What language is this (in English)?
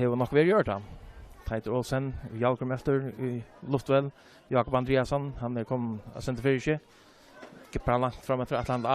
Faroese